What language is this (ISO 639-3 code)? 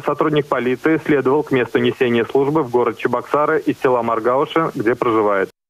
rus